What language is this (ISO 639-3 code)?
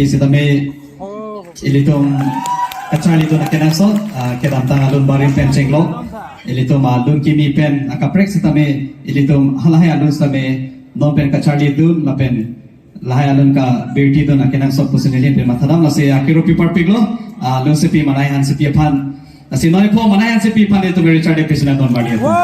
mjw